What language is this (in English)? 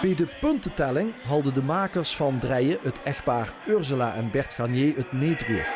Limburgish